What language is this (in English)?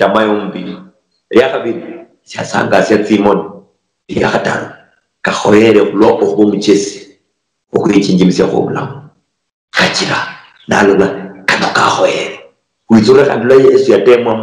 Luyia